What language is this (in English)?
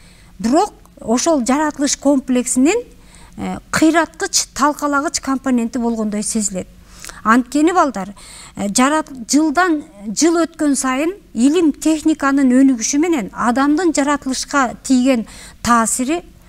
Kyrgyz